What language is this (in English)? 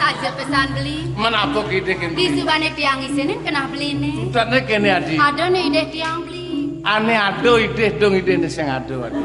Balinese